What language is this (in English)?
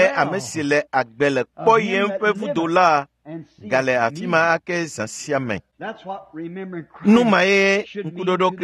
Ewe